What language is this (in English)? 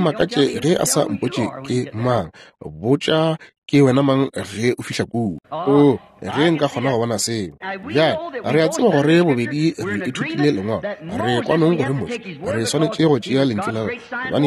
Northern Sotho